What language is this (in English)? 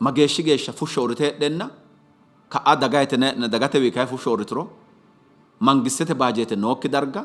Sidamo